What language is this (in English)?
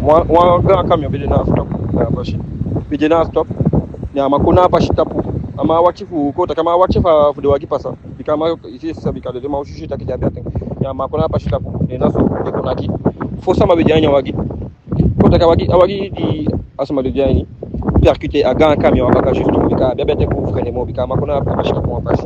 Eastern Maroon Creole